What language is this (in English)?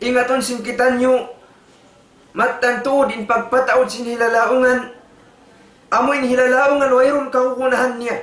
Tausug